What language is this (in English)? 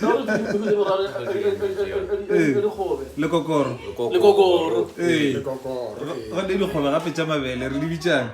Northern Sotho